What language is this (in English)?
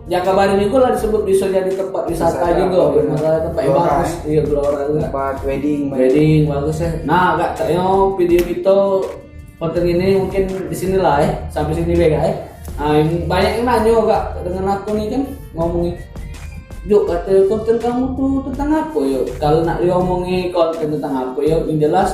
Musi